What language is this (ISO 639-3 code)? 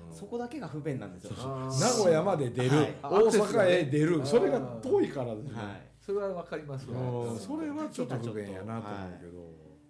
jpn